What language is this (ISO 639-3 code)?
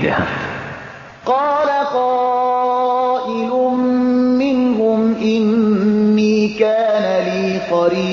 fas